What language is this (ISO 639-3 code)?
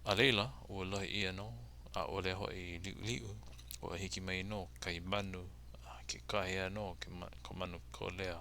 haw